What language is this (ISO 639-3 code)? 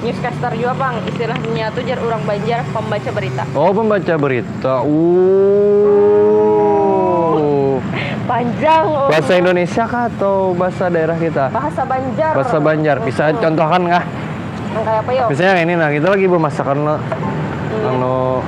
bjn